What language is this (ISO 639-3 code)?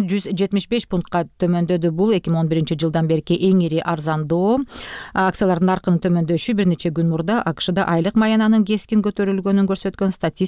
kir